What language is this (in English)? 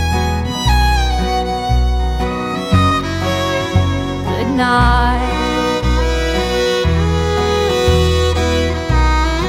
Swedish